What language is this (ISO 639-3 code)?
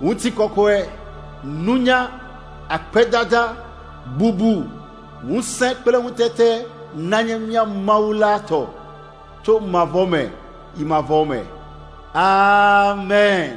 ewe